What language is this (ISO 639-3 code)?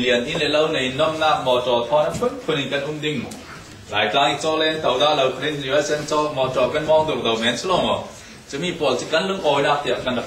cfm